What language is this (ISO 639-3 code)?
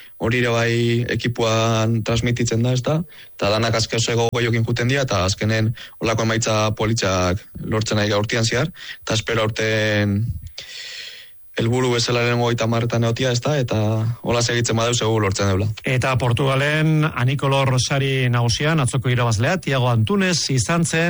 eus